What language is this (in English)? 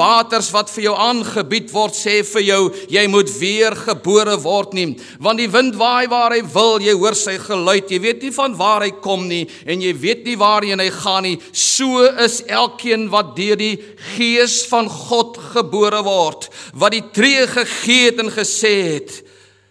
Afrikaans